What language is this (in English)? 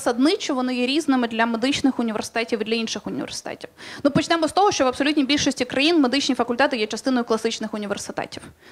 Ukrainian